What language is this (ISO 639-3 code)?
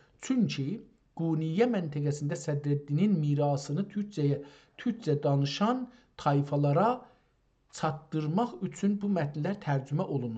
azb